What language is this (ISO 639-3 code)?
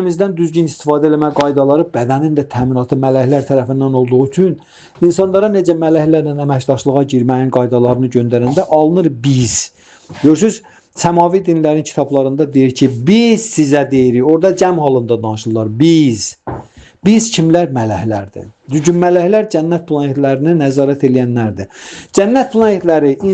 aze